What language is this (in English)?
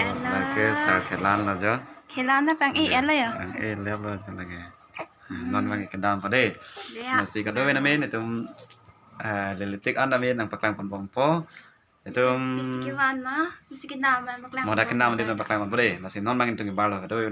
Karbi